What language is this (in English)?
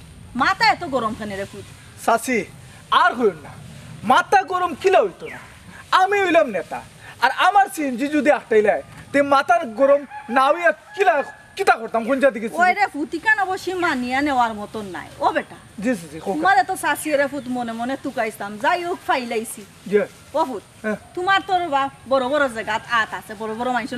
Sylheti